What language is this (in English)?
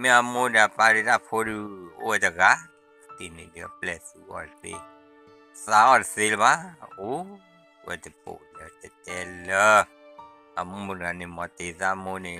S'gaw Karen